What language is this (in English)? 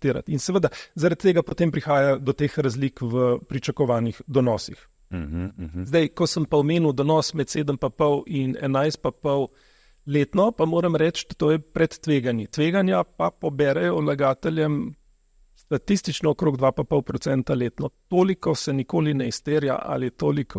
Slovenian